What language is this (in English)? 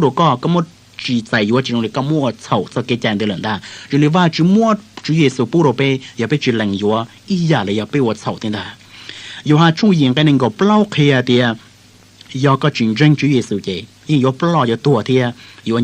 Hmong